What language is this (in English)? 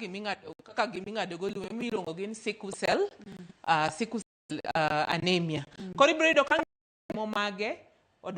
Luo (Kenya and Tanzania)